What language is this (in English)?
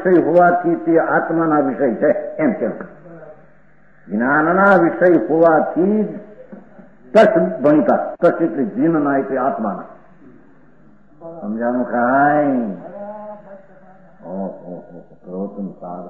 Gujarati